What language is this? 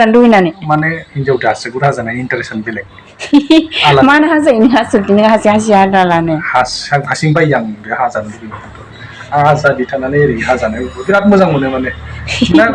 Bodo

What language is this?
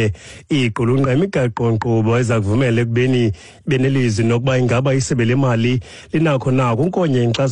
Xhosa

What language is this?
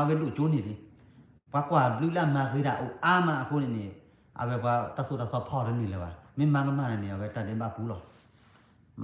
S'gaw Karen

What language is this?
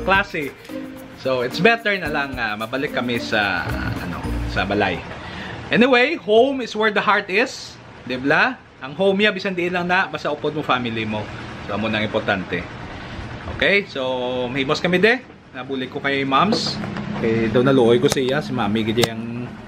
Hiligaynon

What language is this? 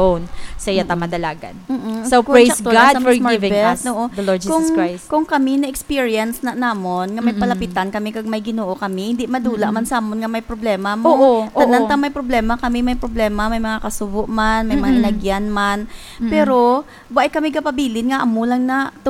Hiligaynon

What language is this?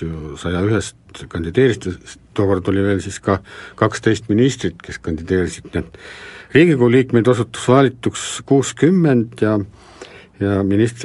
Estonian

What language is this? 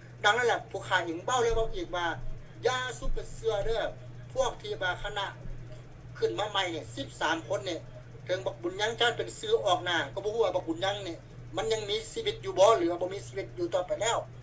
Lao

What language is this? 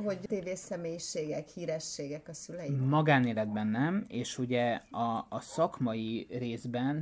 Hungarian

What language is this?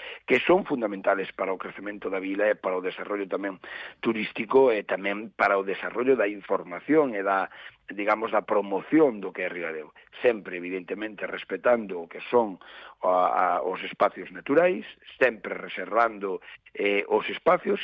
Galician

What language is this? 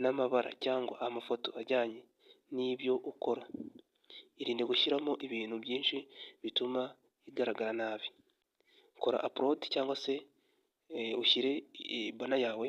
Kinyarwanda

